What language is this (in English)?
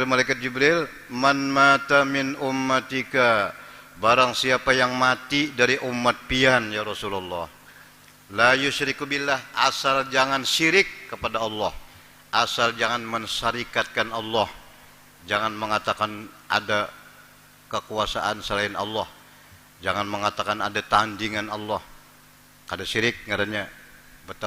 Banjar